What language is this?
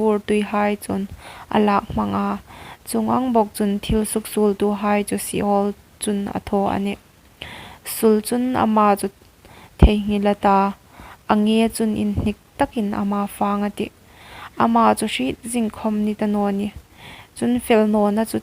Hmar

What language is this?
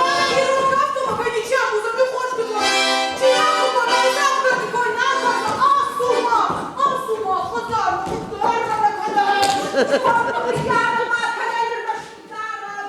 Ossetic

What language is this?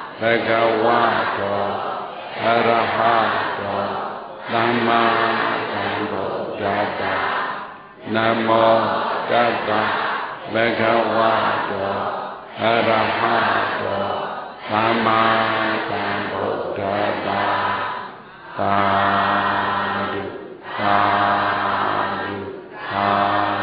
Burmese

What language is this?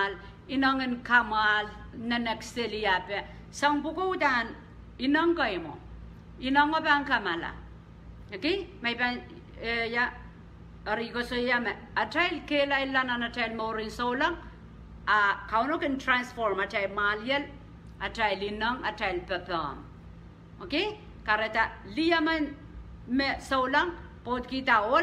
Pohnpeian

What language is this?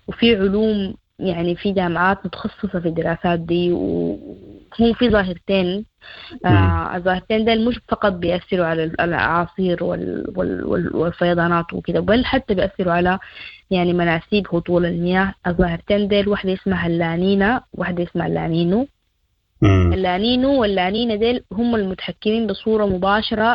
Sudanese Arabic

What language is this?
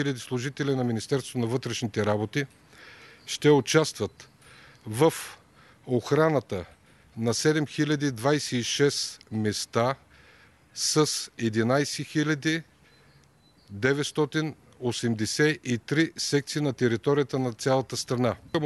Bulgarian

